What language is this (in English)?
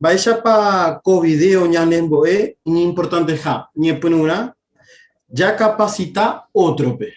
Guarani